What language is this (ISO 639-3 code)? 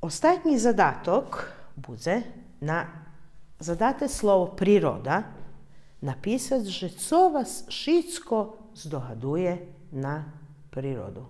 rue